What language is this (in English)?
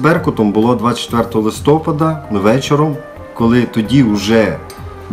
Ukrainian